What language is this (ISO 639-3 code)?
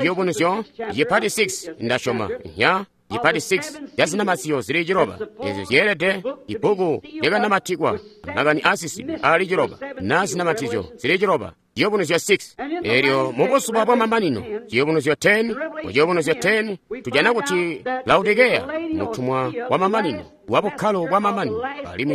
toi